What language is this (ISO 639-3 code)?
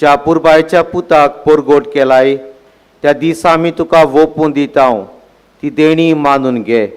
kok